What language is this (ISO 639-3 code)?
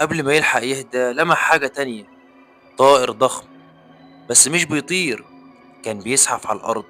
arz